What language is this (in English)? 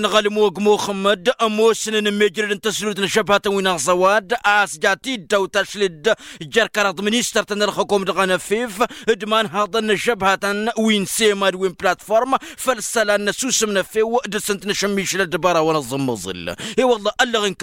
Tamasheq